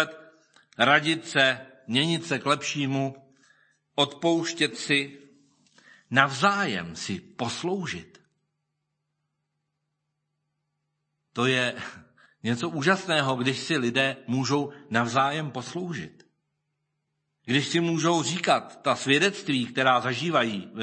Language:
Czech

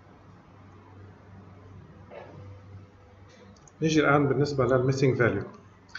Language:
Arabic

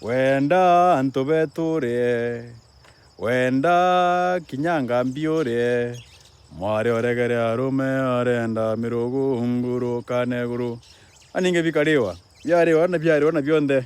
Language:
Meru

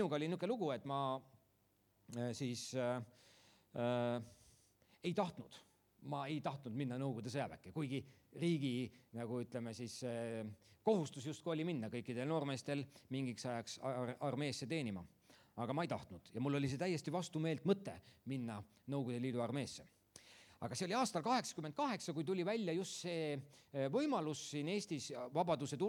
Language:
Estonian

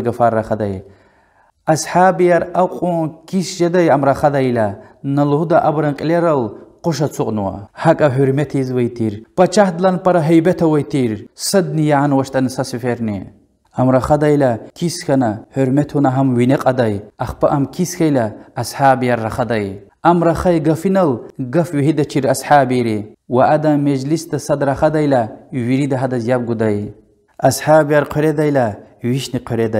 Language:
Lezghian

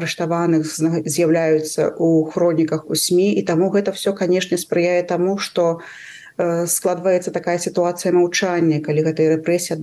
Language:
Belarusian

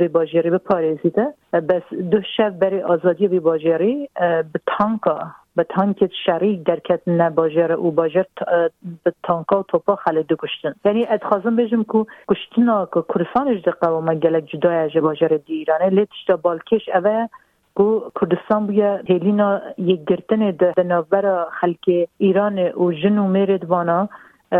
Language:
Kurdish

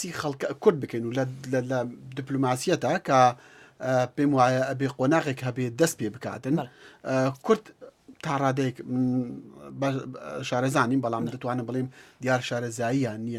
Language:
Central Kurdish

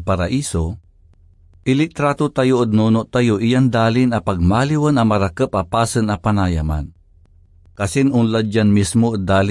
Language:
Pangasinan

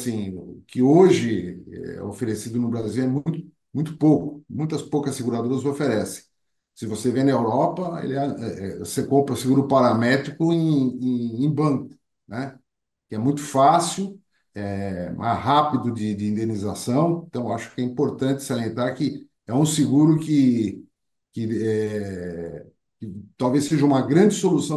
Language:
Portuguese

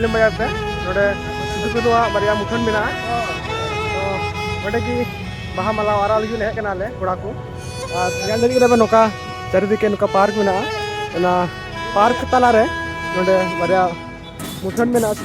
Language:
Santali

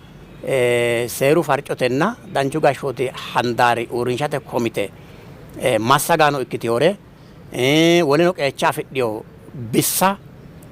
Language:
Sidamo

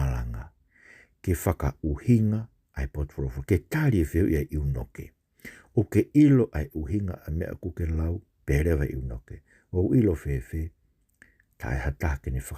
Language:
Tongan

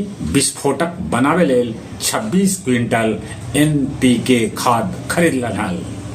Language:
Magahi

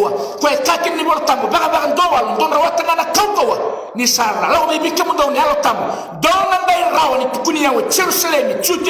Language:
Fijian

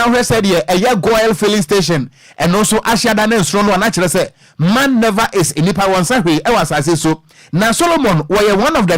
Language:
Akan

